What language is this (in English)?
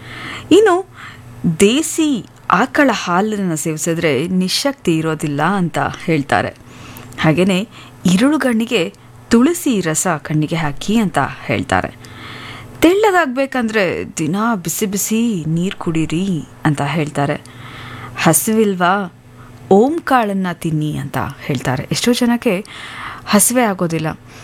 Kannada